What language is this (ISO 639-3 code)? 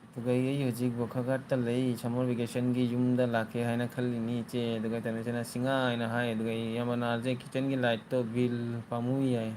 mni